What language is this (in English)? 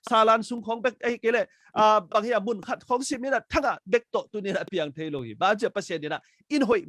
Tedim Chin